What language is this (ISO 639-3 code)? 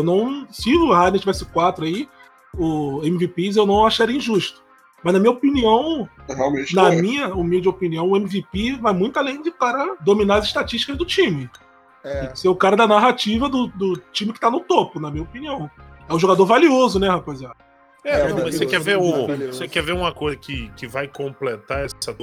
por